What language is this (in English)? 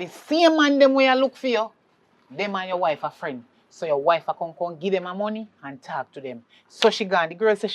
Jamaican Creole English